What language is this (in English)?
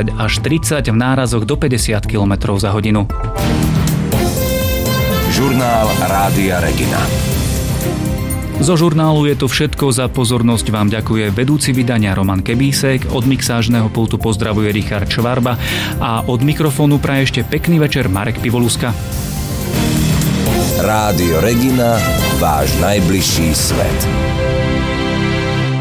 Slovak